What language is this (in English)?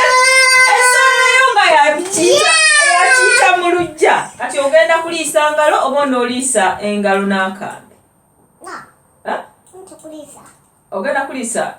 Ganda